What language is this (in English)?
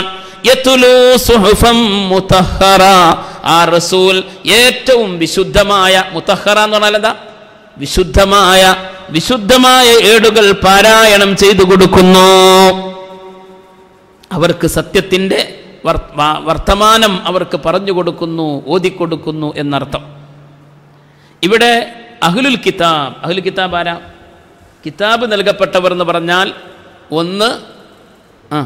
Malayalam